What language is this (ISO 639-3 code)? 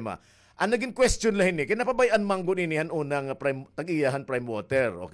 war